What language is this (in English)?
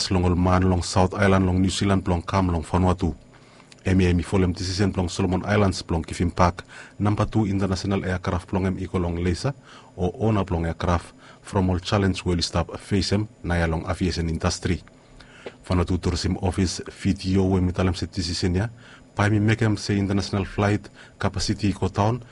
Bislama